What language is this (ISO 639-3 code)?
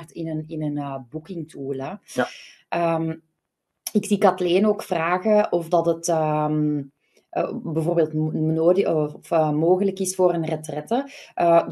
nld